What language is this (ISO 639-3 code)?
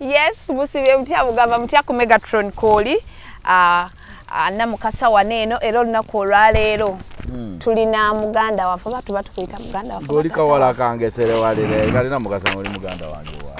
lug